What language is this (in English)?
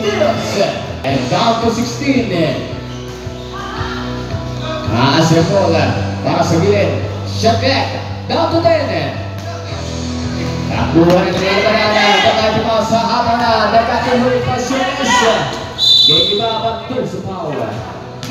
Filipino